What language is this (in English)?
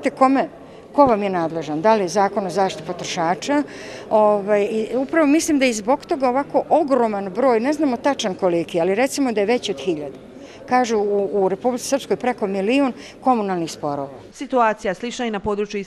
Bosnian